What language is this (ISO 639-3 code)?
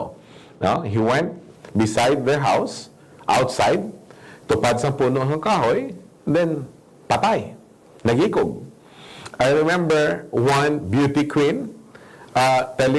hil